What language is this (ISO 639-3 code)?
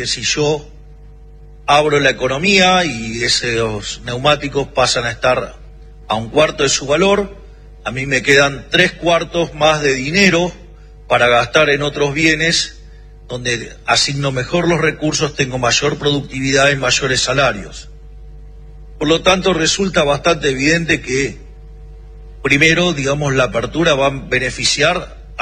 spa